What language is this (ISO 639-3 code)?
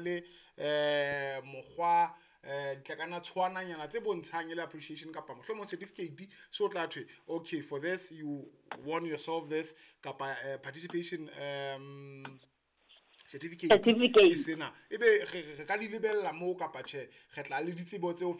sot